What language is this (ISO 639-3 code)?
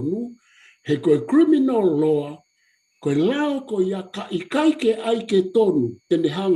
ton